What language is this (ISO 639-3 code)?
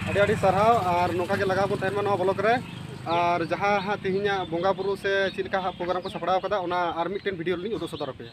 sat